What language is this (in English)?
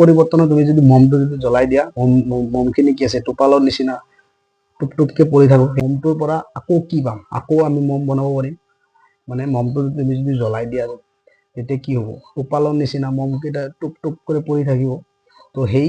Assamese